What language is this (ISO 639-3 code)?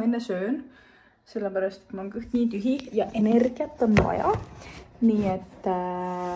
est